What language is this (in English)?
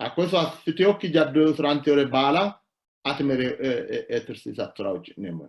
Sidamo